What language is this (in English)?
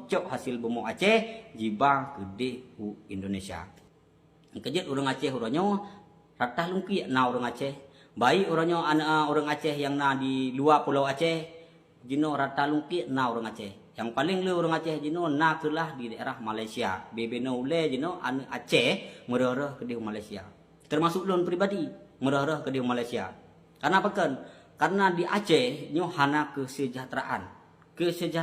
Achinese